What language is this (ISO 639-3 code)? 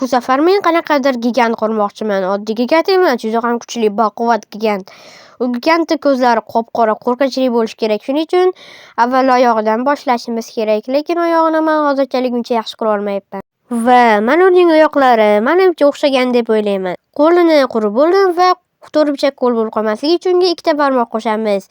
uzb